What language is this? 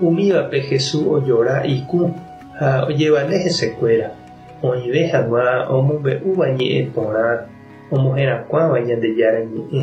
Guarani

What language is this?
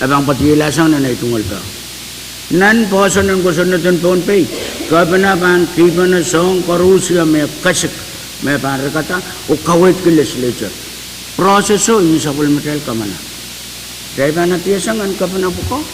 Pohnpeian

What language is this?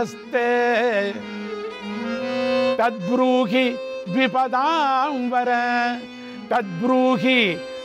Telugu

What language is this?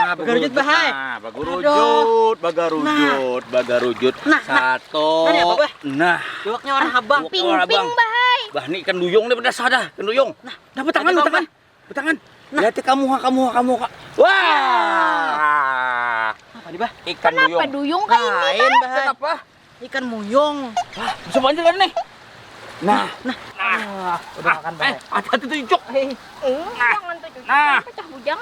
Banjar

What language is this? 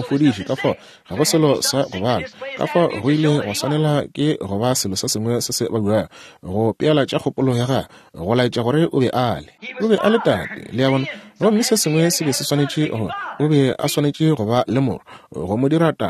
Northern Sotho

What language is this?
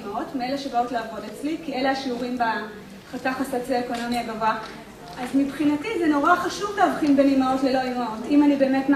Hebrew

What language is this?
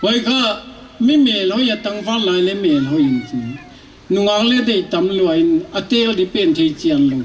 Paite Chin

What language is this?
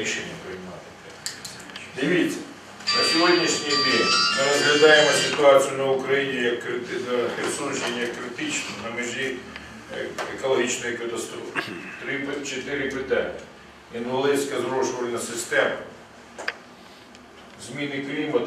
Ukrainian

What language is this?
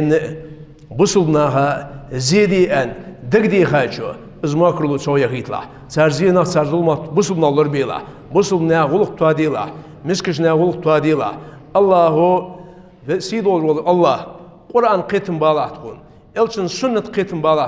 Ingush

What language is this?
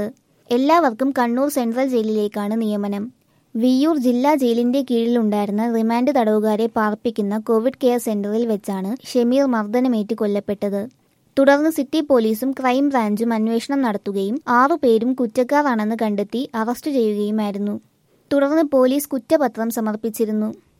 Malayalam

